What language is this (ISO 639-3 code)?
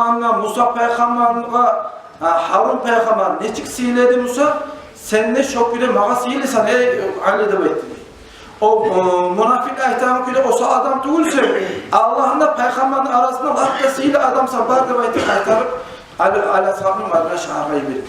kum